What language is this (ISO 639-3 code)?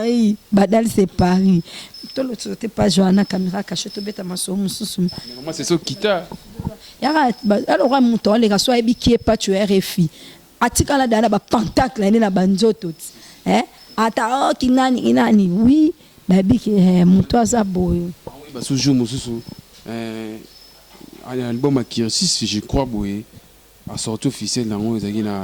lin